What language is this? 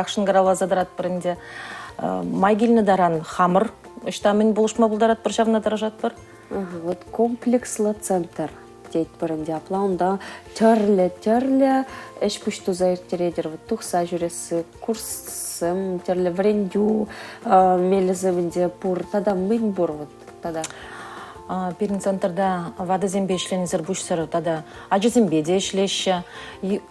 Chuvash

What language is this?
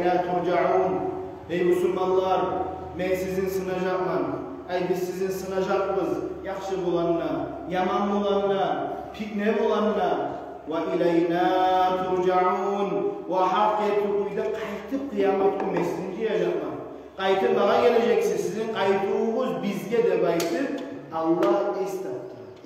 Kumyk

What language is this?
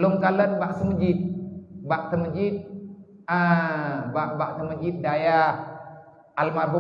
Achinese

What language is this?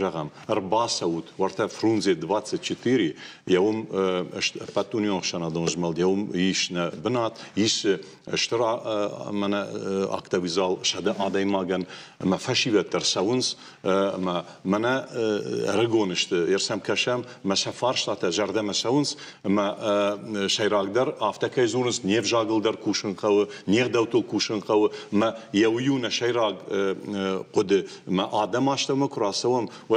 Ossetic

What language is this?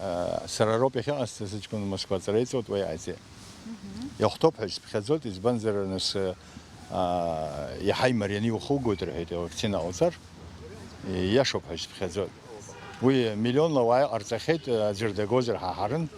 Abkhazian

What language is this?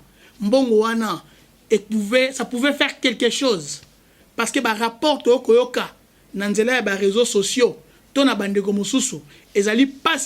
Lingala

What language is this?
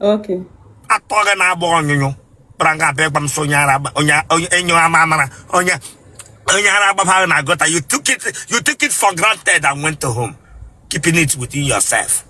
Igbo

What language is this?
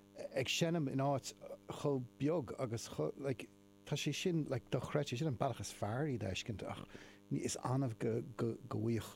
Irish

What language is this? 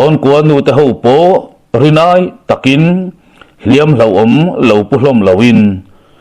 Mizo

